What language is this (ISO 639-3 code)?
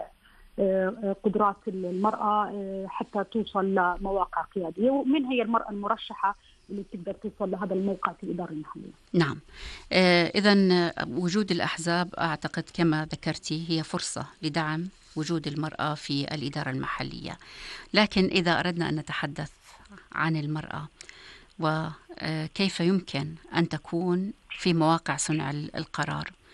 ara